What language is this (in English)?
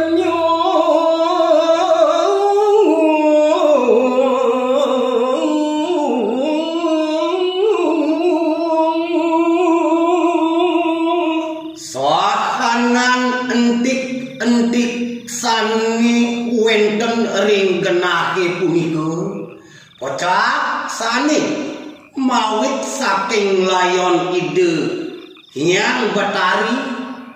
Balinese